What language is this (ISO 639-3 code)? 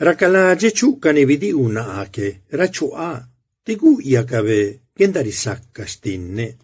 zap